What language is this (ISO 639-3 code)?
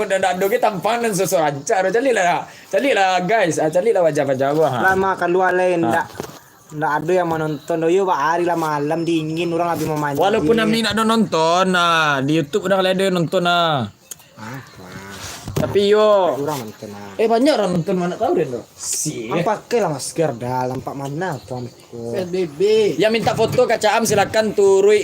min